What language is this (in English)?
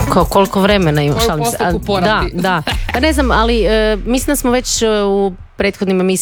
Croatian